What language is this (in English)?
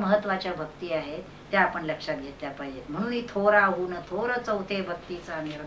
Marathi